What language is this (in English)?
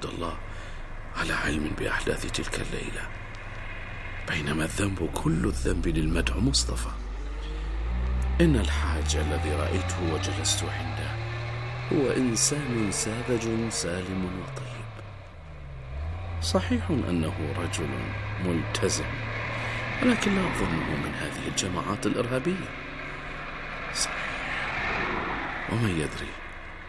Arabic